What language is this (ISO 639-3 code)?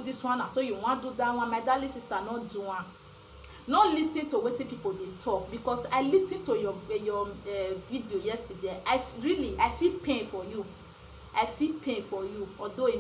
pcm